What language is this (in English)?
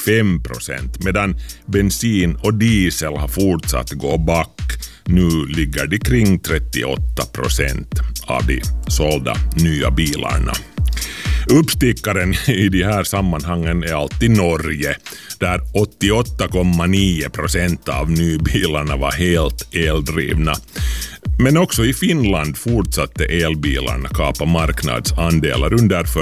Swedish